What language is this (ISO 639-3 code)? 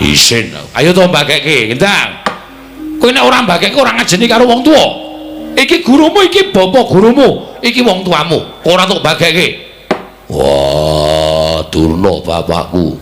jav